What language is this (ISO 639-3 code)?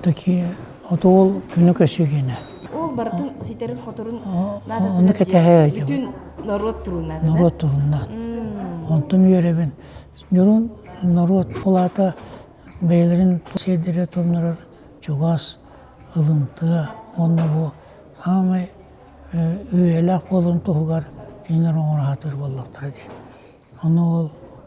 sah